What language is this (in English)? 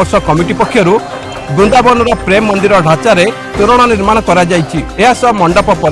Odia